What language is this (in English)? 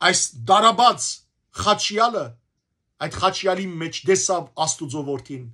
Western Armenian